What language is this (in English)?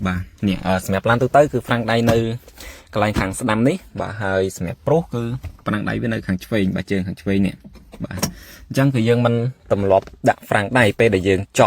Khmer